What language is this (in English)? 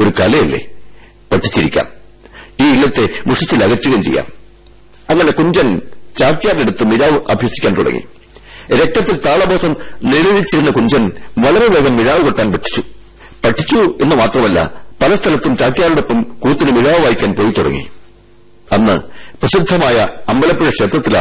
Malayalam